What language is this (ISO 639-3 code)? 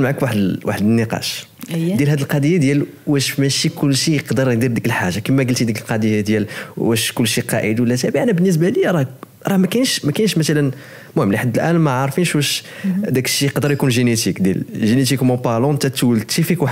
ary